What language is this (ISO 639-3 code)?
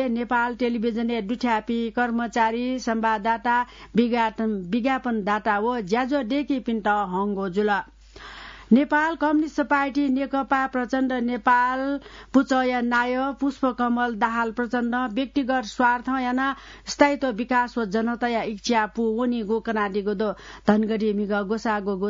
new